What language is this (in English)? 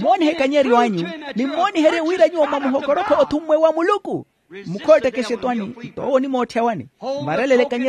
Makhuwa